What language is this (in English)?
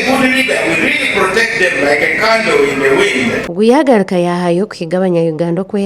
Nyankole